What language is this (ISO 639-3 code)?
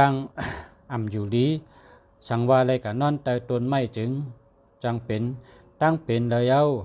shn